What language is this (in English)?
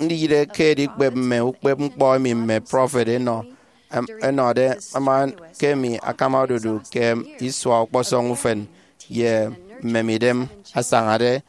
Efik